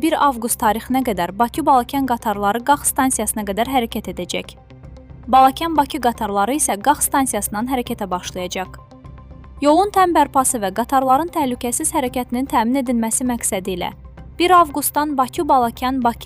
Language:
Azerbaijani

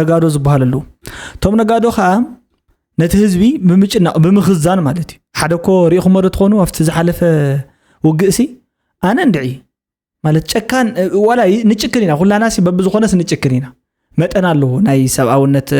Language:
Tigrinya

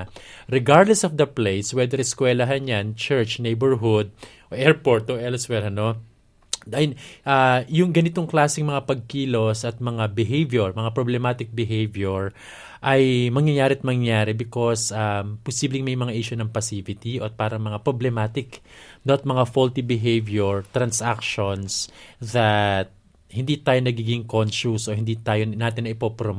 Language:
Filipino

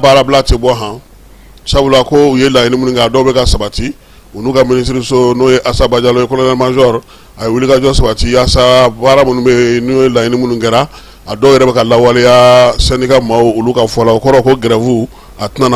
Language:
Bambara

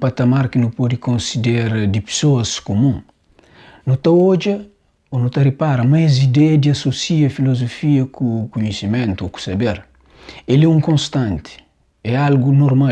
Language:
Kabuverdianu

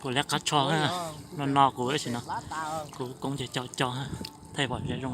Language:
Hmong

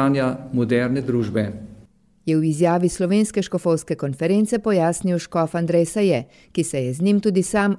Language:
Slovenian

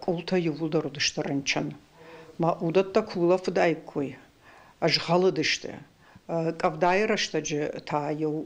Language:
Ossetic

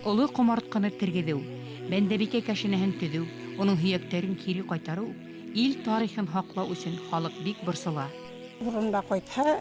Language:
Bashkir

